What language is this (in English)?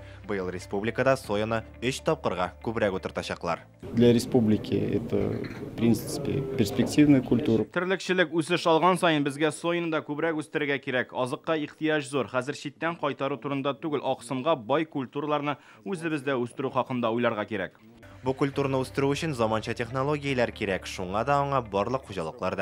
Tatar